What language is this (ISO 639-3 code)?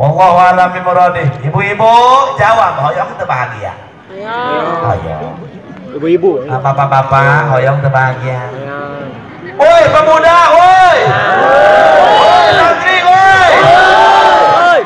sun